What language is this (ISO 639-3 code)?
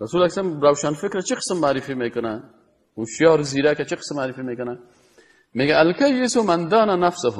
fas